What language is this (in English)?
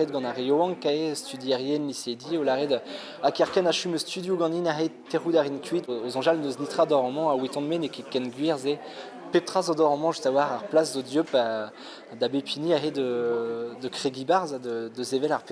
Breton